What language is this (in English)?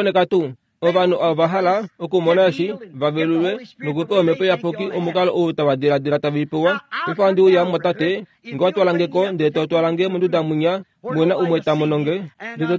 Kuanyama